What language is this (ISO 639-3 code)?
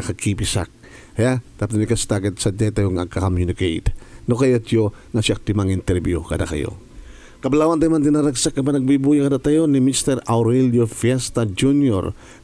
ilo